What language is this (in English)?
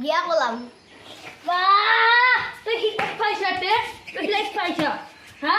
Assamese